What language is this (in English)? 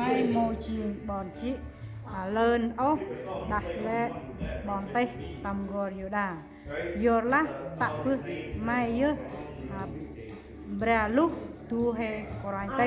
Central Mnong